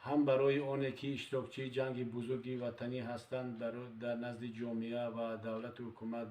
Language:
Tajik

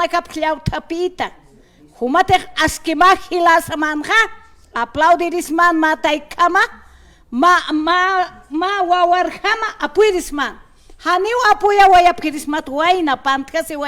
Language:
Aymara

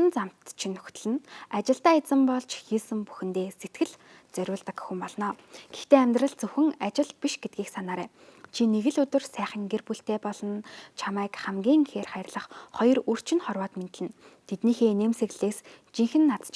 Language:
Mongolian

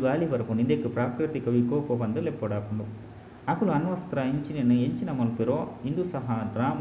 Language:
Tulu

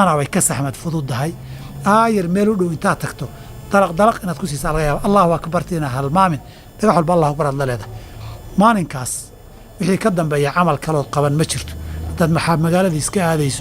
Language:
Somali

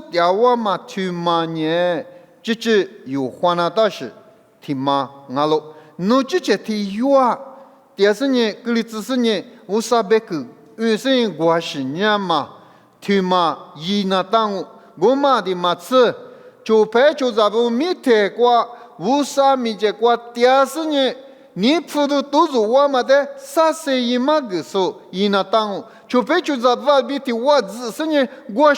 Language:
Lisu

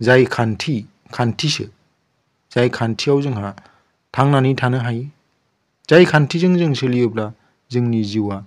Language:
Bodo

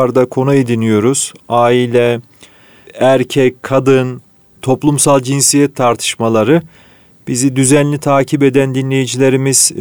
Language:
Turkish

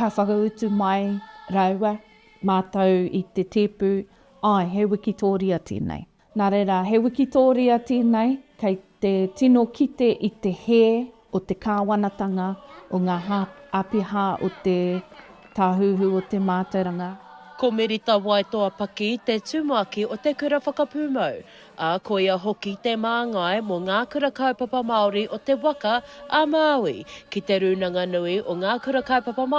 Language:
Māori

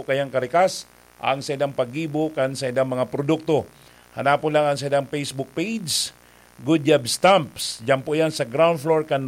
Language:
Bikol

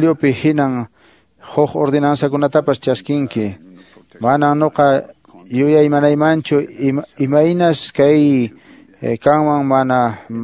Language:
Quechua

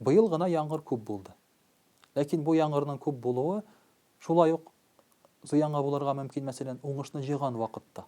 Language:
Tatar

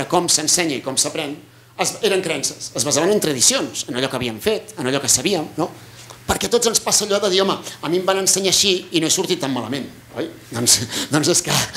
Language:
Catalan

